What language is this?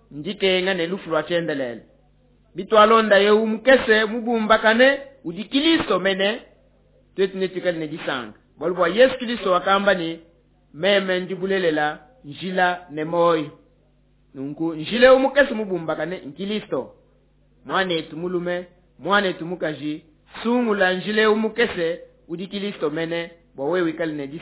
Luba-Lulua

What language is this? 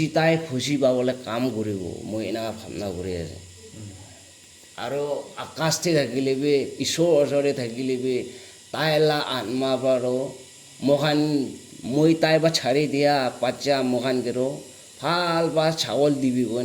Naga Pidgin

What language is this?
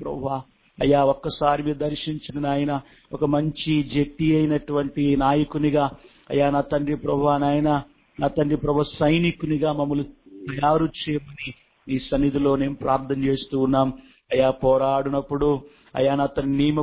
Telugu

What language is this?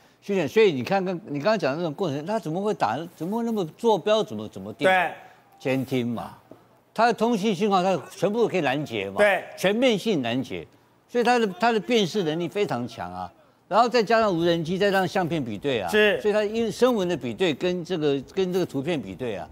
Chinese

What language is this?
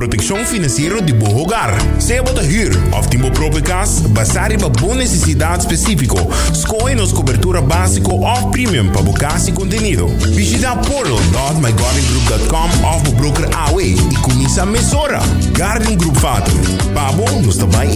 Papiamento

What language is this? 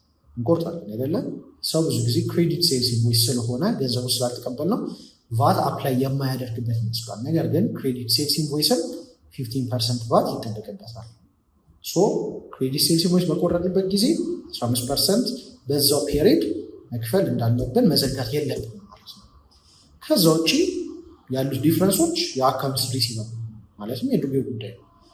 Amharic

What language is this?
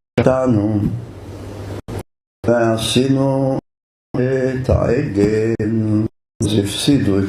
Hebrew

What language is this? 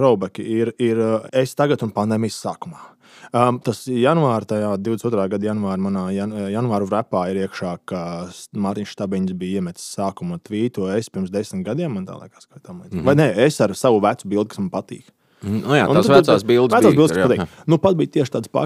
Latvian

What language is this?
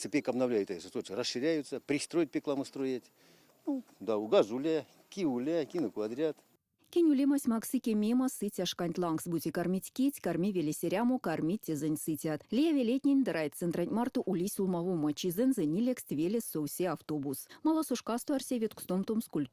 Erzya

